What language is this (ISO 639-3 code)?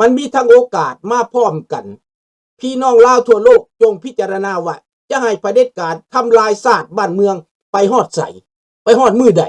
lao